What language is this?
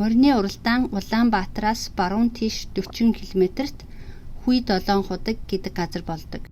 Mongolian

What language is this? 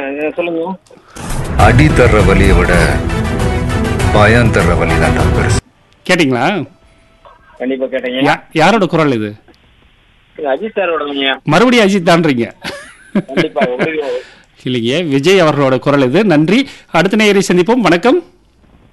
Tamil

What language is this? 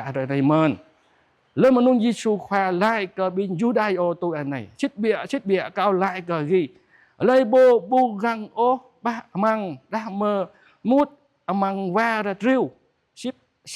Jarai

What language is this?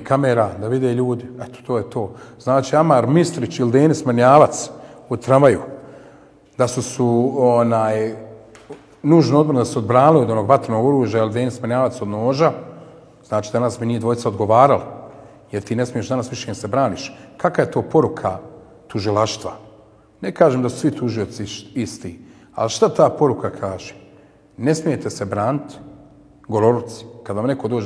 Bosnian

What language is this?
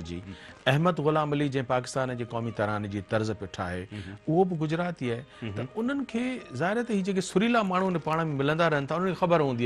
Sindhi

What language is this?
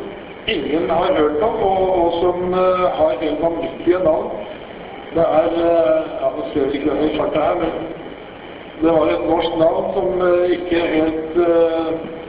Norwegian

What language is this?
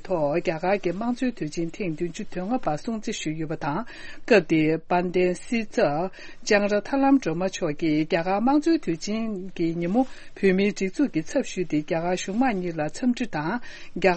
Tibetan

